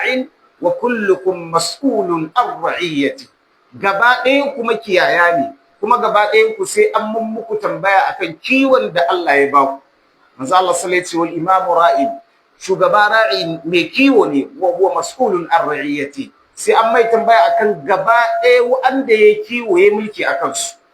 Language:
Hausa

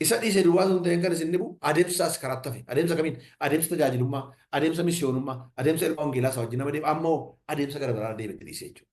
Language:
Oromo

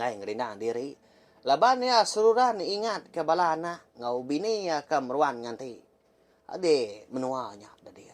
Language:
Iban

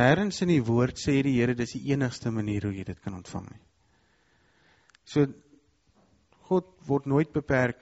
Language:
Afrikaans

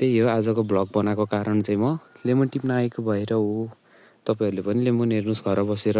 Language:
Nepali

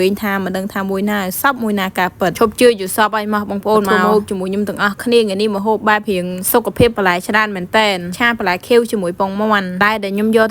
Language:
Khmer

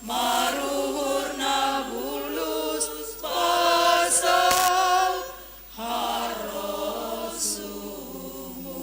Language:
Batak Simalungun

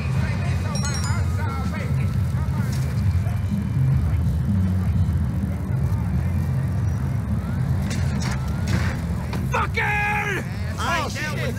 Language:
English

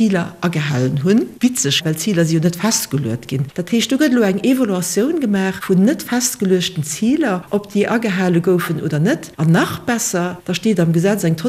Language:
Luxembourgish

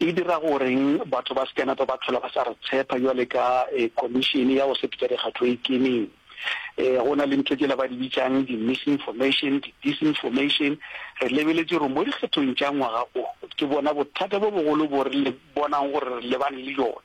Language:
Northern Sotho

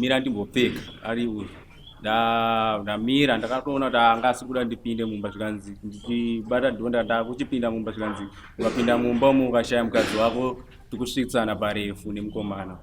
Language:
Shona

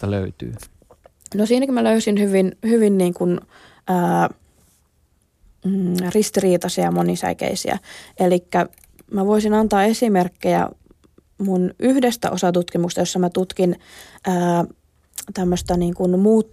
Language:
Finnish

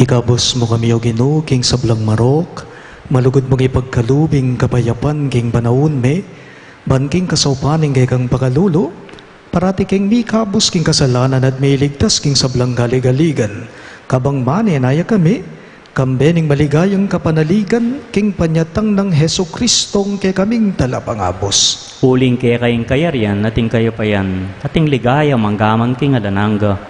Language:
Pampanga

